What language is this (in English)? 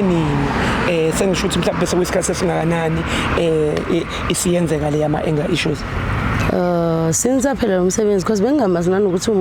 Zulu